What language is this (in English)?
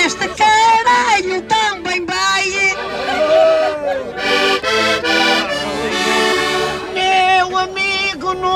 Portuguese